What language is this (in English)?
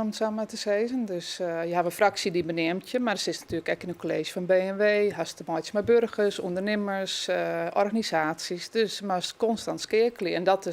Western Frisian